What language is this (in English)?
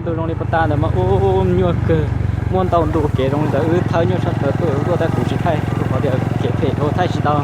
Hmong